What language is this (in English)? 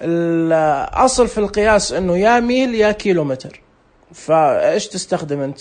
Najdi Arabic